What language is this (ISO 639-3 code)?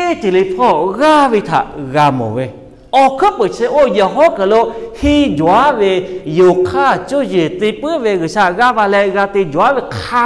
lhu